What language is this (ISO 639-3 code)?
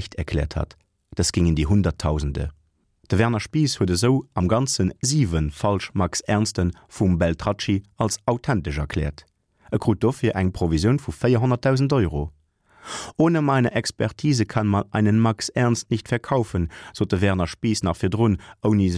ltz